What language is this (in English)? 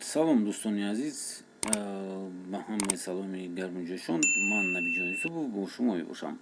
Tajik